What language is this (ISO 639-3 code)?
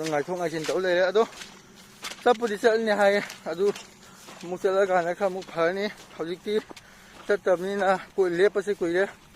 mni